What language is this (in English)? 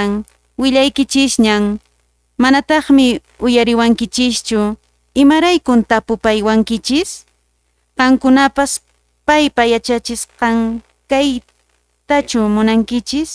Quechua